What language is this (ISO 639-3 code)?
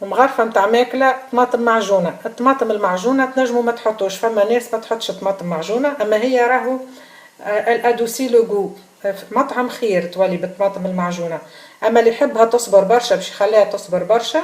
aeb